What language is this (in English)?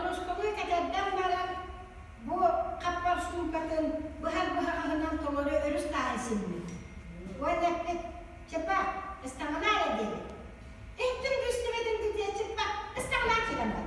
Yakut